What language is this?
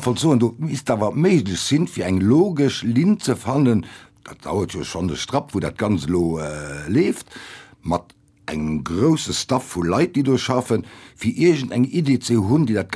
Luxembourgish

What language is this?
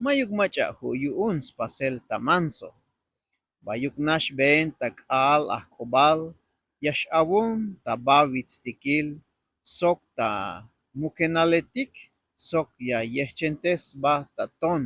Tzeltal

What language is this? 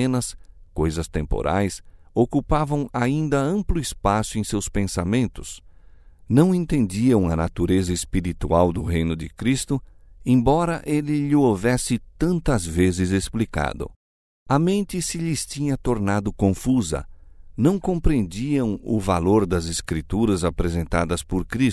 Portuguese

